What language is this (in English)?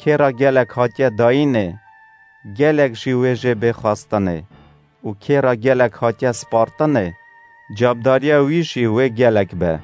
Kurdish